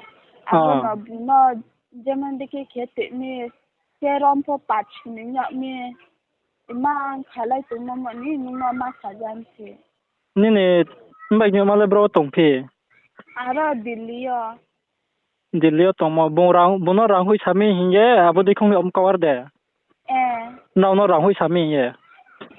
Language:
Riang (India)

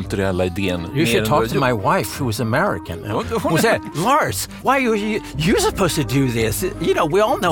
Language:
Swedish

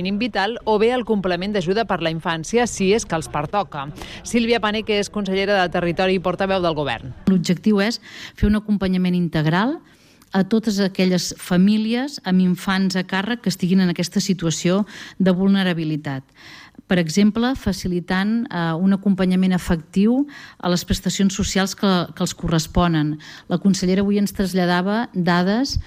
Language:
Catalan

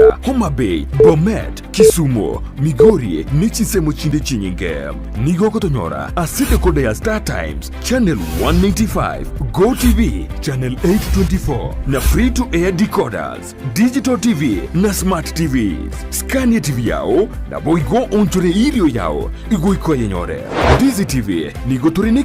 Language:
Gusii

